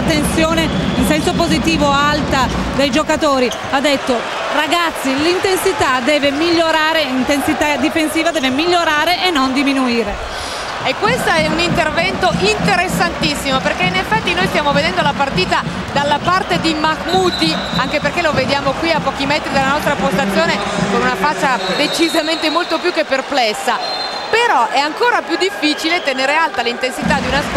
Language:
Italian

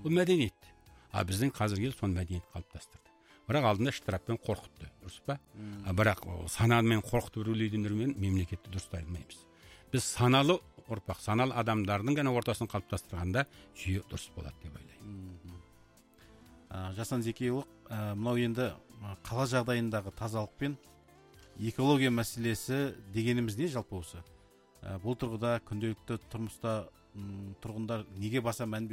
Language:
Kazakh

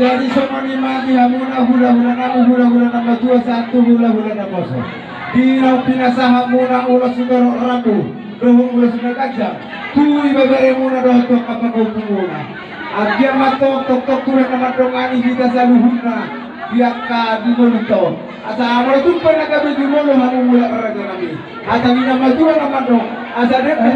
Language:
Batak Toba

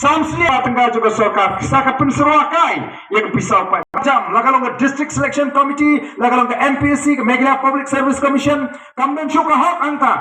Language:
Khasi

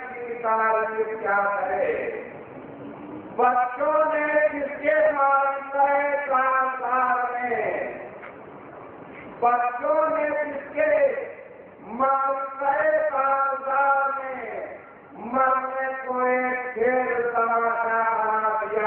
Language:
Urdu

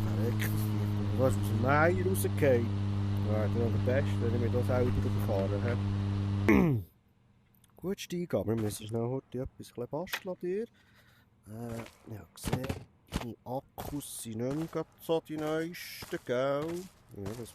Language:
Swiss German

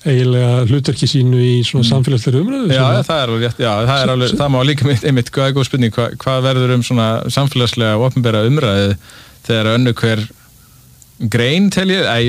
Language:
Icelandic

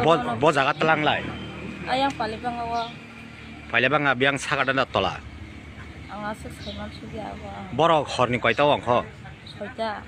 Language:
Kok Borok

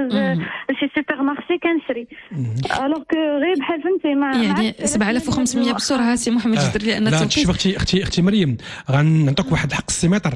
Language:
Moroccan Arabic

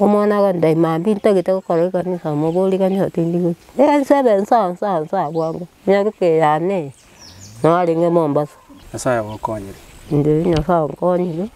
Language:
Gusii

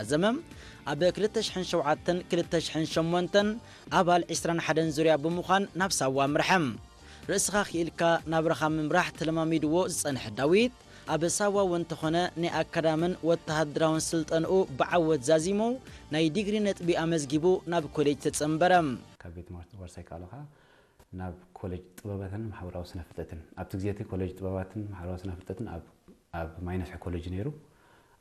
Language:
Tigrinya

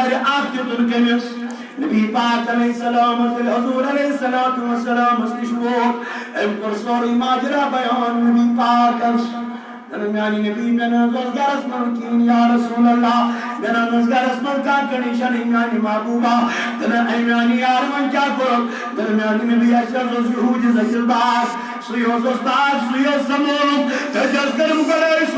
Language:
Kashmiri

